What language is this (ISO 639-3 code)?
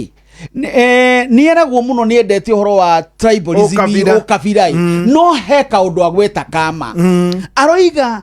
kik